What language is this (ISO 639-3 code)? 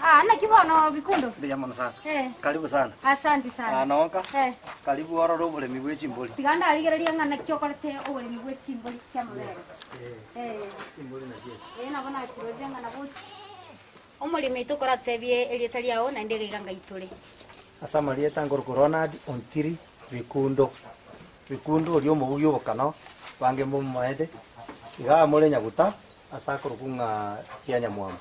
guz